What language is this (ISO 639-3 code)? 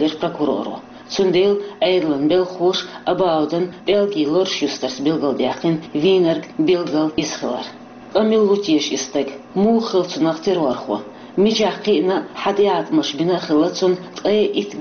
che